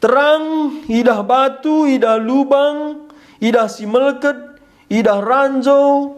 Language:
Batak Karo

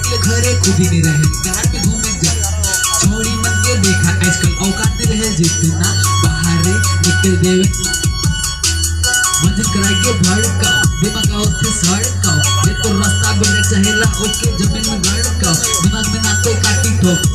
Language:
Sadri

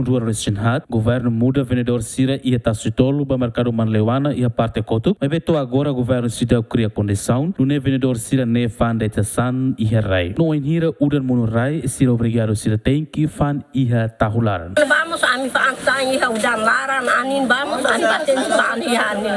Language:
Tetum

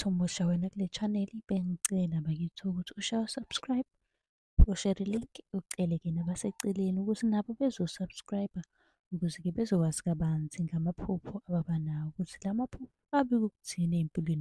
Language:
Zulu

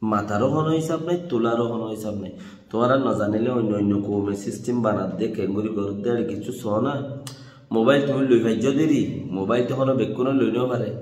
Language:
Rohingya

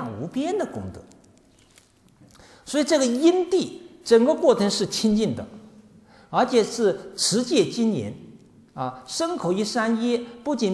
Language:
Chinese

